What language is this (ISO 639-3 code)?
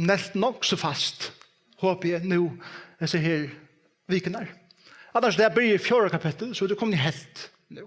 fao